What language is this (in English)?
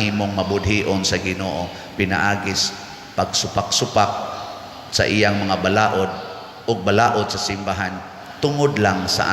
Cebuano